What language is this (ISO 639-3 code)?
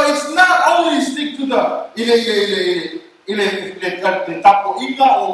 smo